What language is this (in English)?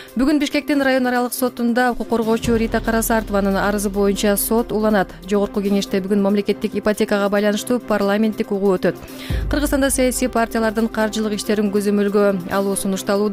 Kyrgyz